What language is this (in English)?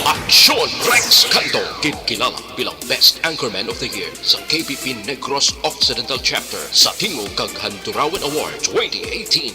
Hiligaynon